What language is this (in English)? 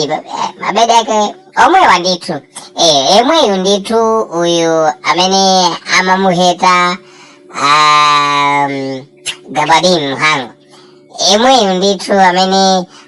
Nyanja